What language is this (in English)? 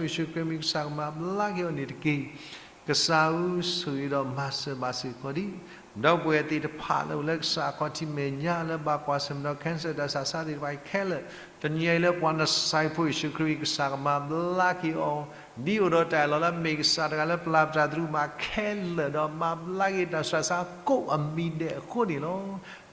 S'gaw Karen